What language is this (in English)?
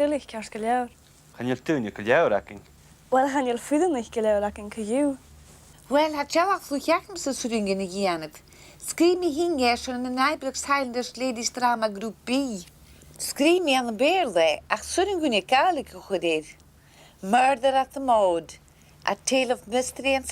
Scottish Gaelic